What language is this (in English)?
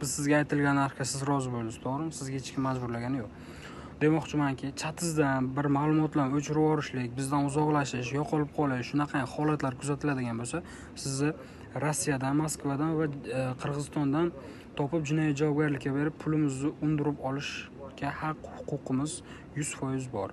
Uzbek